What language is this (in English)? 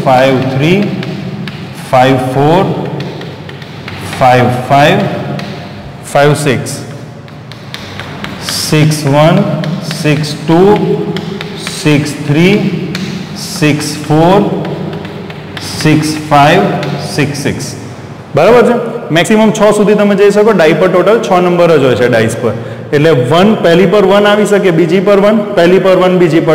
Gujarati